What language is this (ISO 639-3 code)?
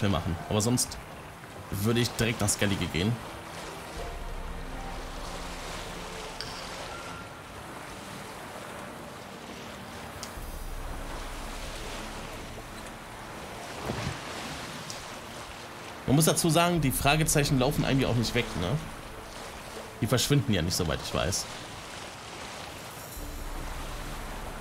deu